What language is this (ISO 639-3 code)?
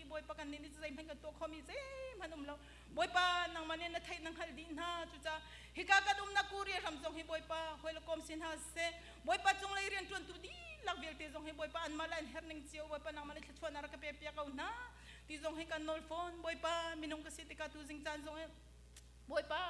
cnh